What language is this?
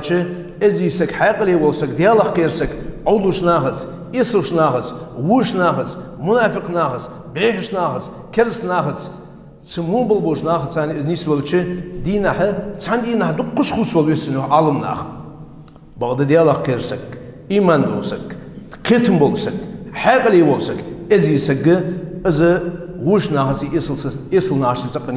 Ingush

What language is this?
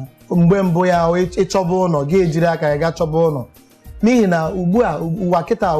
Igbo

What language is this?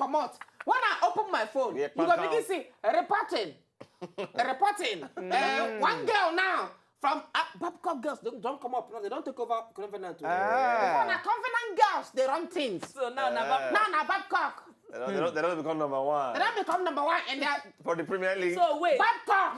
Nigerian Pidgin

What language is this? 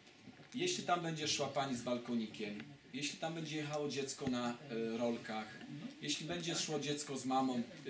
Polish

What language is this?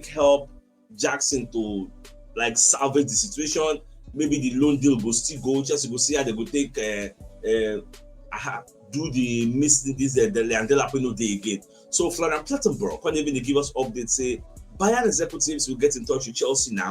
Nigerian Pidgin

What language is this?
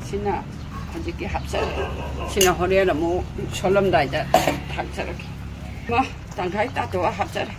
Manipuri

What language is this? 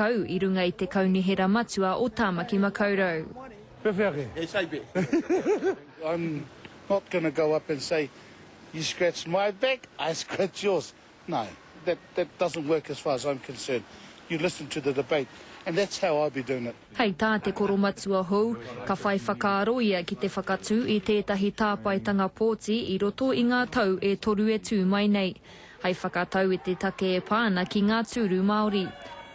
Māori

